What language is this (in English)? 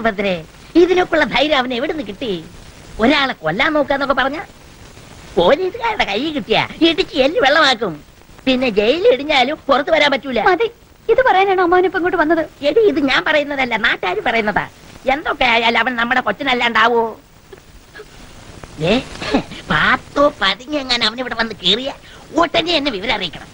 Malayalam